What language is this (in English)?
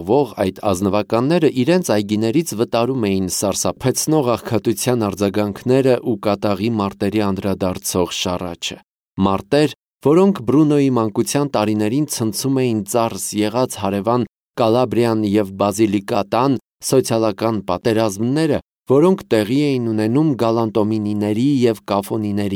Armenian